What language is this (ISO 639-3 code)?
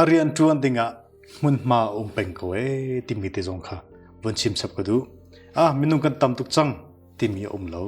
cnh